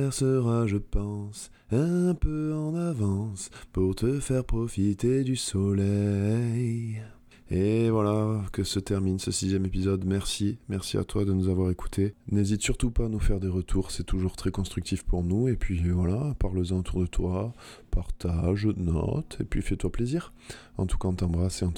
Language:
French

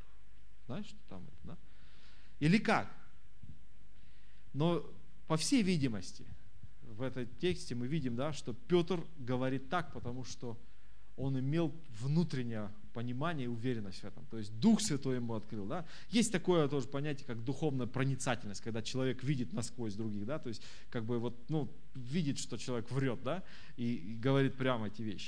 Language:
Russian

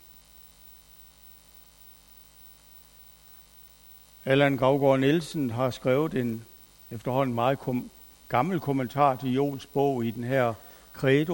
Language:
Danish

